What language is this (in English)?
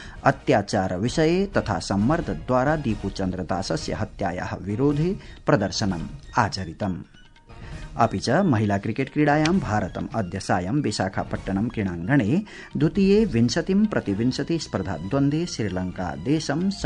Sanskrit